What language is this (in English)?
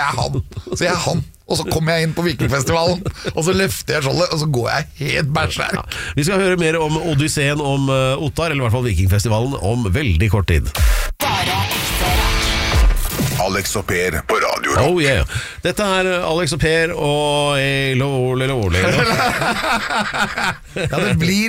Norwegian